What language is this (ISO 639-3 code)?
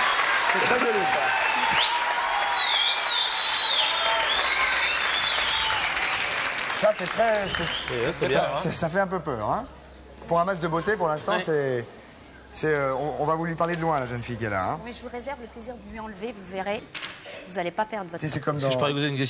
fra